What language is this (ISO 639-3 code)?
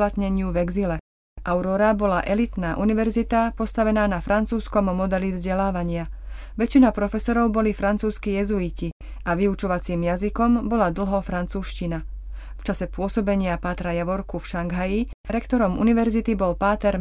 slk